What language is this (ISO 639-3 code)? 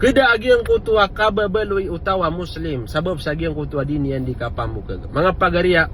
mrw